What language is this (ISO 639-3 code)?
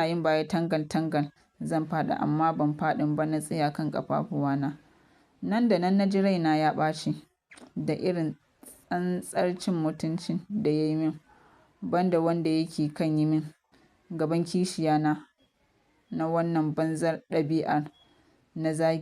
hau